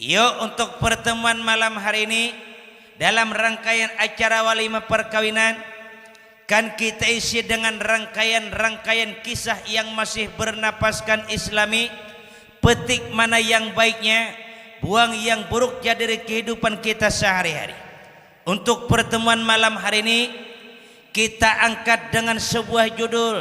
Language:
Banjar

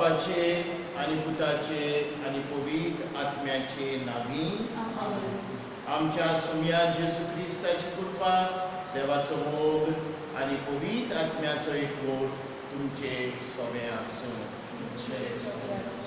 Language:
Konkani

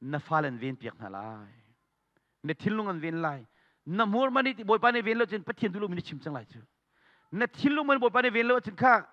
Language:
Hakha Chin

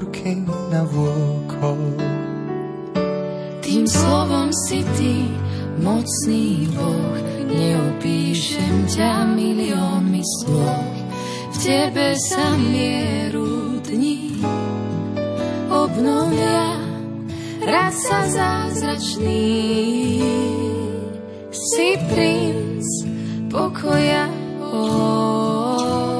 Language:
Slovak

